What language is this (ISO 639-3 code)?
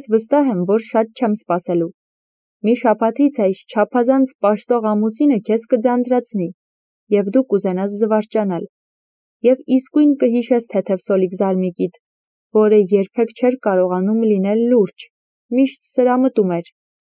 hye